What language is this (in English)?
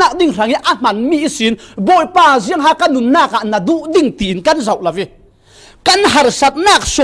Falam Chin